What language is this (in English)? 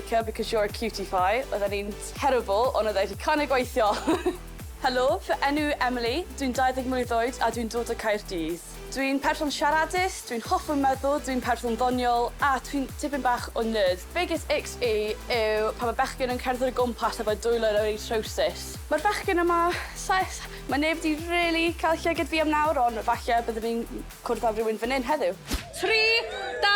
Welsh